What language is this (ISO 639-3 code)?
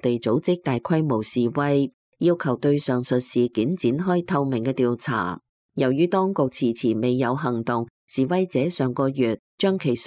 yue